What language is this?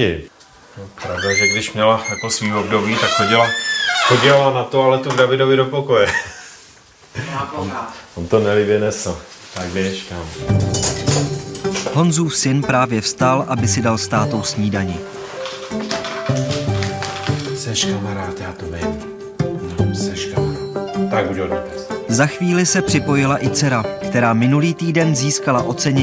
Czech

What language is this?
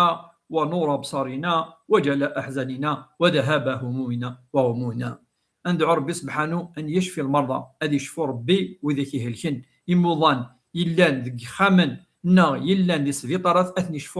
Kabyle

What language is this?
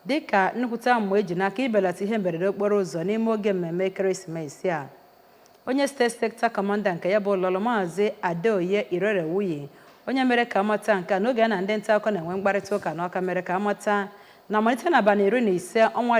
Igbo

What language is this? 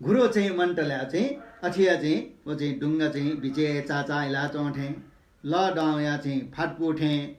Newari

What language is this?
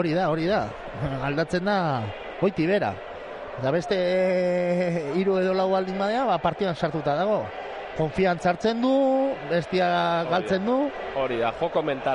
Basque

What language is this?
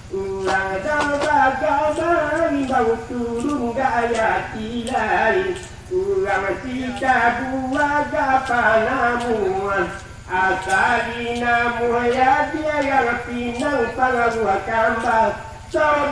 Minangkabau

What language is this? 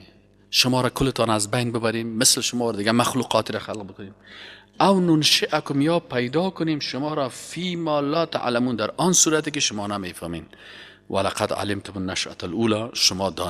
Persian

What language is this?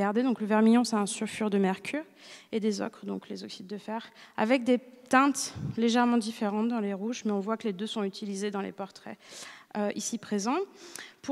French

